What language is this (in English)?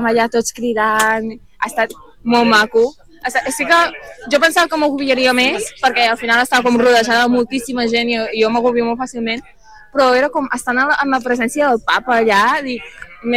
Catalan